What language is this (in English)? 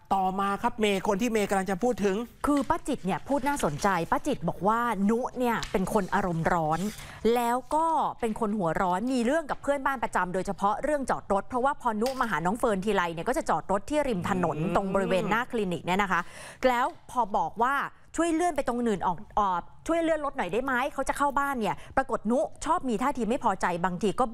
Thai